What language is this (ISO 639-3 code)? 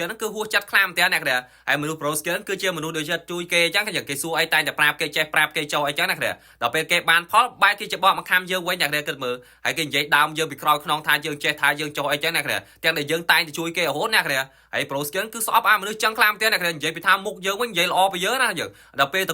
khm